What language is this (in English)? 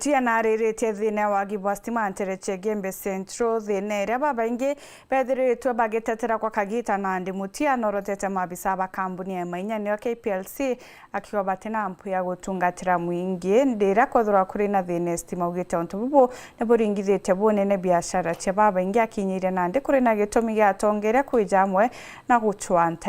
Meru